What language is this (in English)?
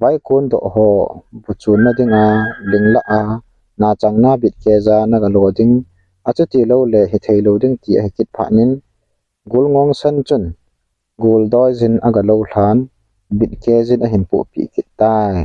Thado Chin